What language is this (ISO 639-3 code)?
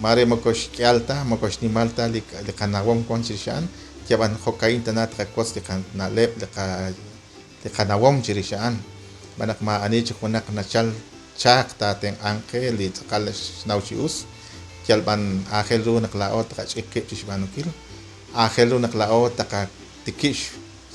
kek